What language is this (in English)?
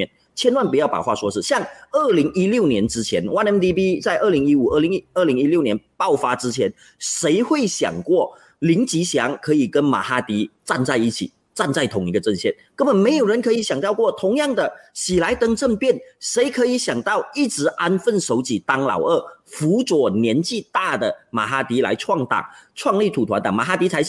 Chinese